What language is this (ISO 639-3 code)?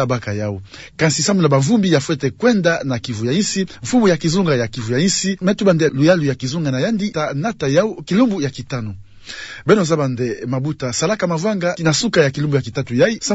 ktu